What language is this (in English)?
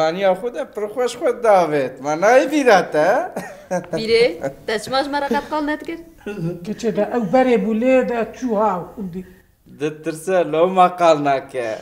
Kurdish